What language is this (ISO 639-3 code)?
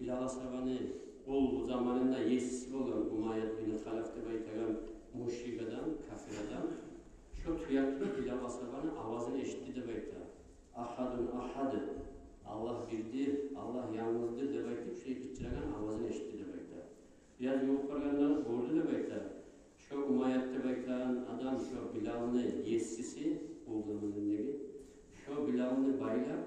kum